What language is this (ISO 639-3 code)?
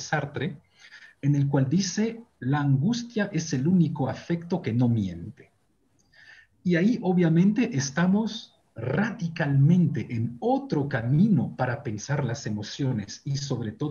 spa